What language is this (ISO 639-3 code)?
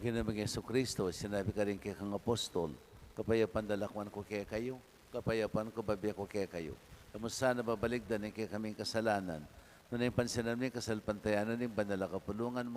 pam